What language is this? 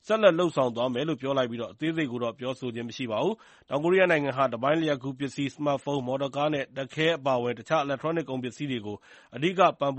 Burmese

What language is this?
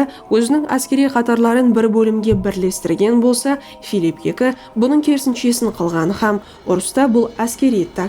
Kara-Kalpak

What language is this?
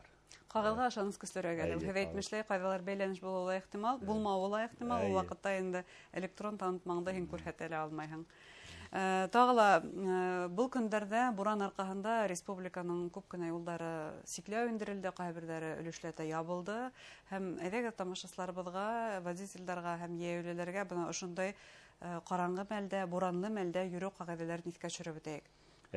Bashkir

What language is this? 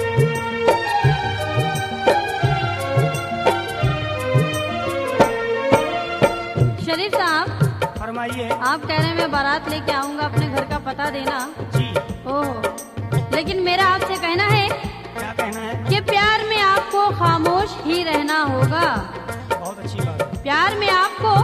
Hindi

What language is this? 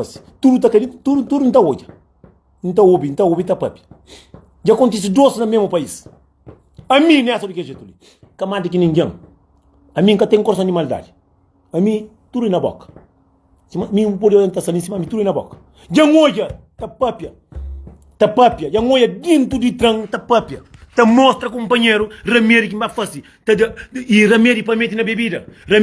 Kabuverdianu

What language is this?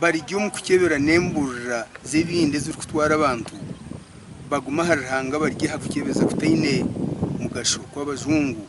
Nyankole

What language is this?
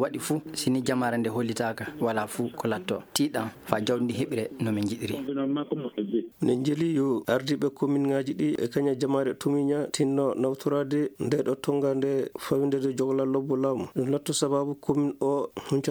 Fula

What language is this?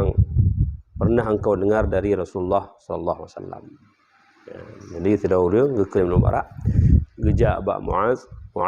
Achinese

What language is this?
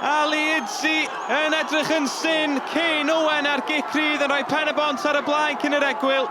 Welsh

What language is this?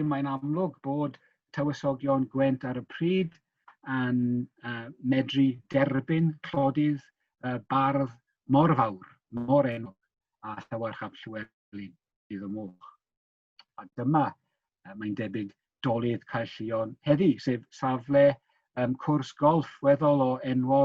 Welsh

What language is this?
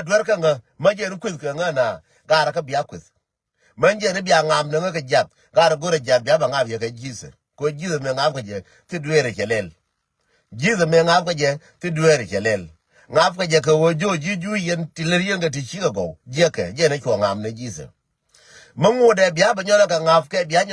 Nuer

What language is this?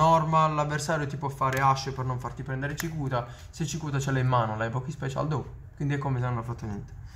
Italian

